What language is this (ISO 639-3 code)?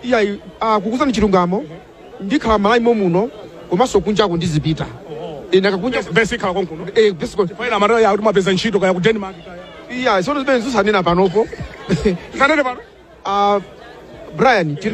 nya